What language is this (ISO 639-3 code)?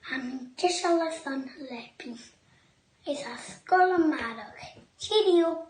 gla